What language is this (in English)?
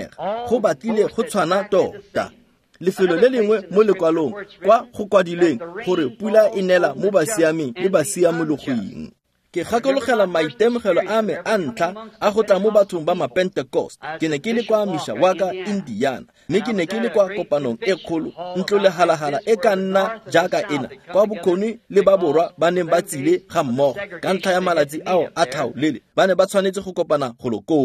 Tswana